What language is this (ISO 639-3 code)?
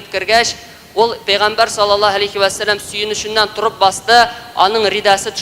tat